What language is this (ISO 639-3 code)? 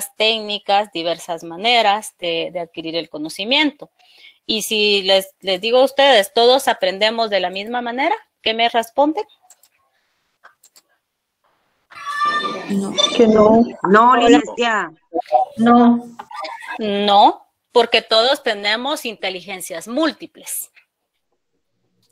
spa